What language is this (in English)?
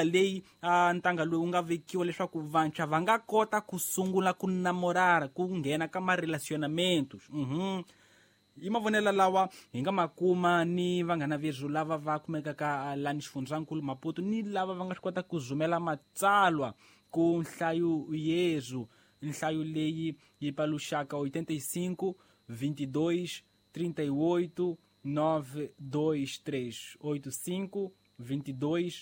Tsonga